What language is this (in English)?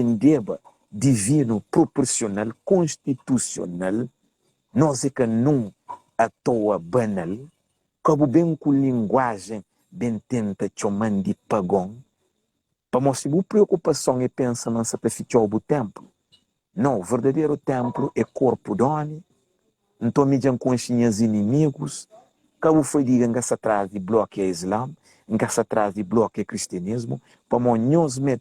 Kabuverdianu